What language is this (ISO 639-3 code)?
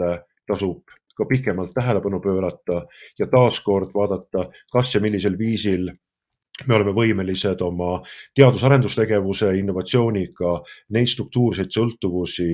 est